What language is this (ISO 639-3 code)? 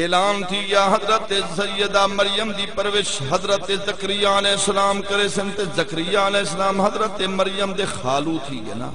skr